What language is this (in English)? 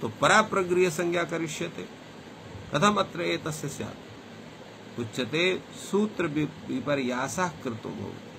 Sanskrit